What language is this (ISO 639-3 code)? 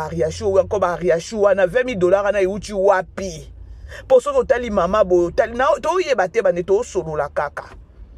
lin